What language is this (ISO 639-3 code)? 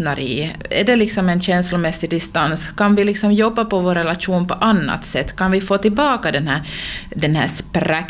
swe